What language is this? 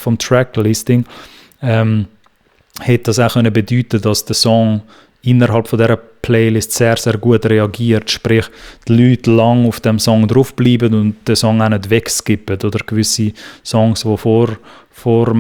Swiss German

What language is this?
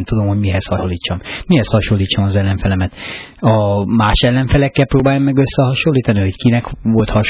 Hungarian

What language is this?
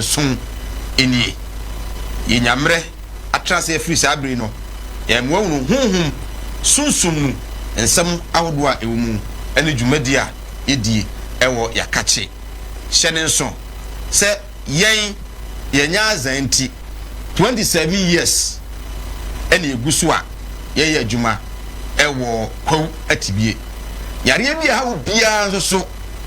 Akan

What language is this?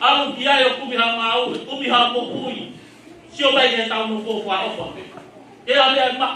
Tongan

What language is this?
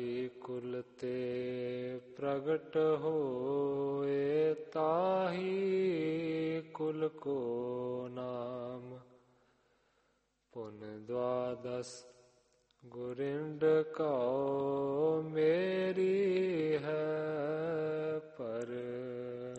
Punjabi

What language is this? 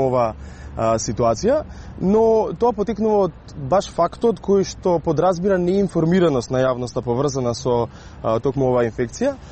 Macedonian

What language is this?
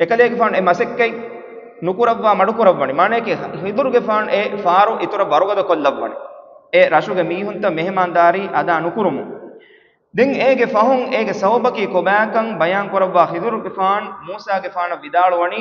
Divehi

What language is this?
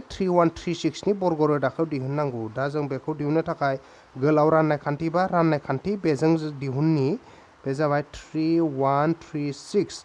Bodo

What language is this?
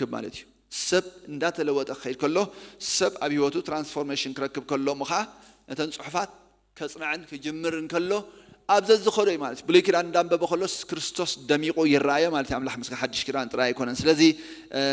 Tigrinya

